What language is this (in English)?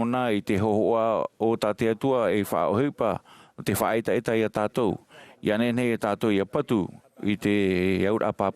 Tahitian